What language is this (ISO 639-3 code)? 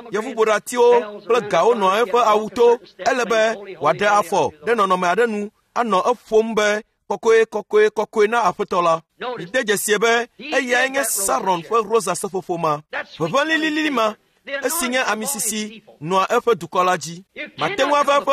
ewe